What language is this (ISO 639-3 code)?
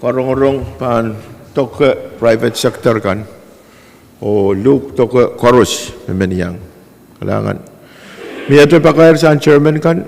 pon